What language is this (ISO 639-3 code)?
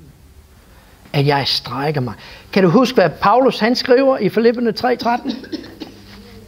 dan